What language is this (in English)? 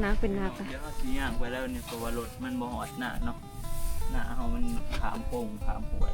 Northeastern Thai